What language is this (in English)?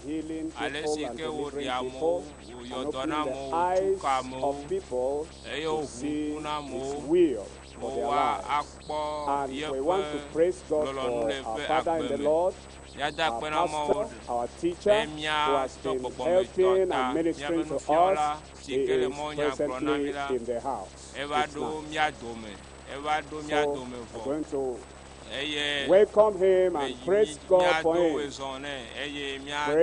Ewe